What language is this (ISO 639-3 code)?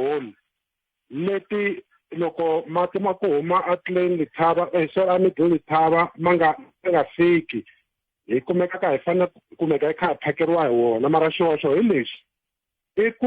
tso